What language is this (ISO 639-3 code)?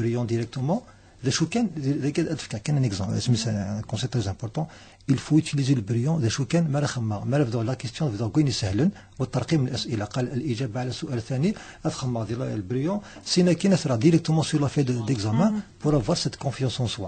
kab